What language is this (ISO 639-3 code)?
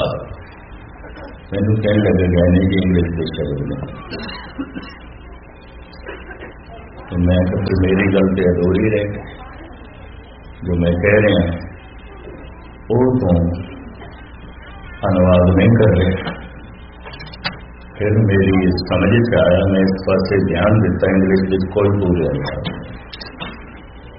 pan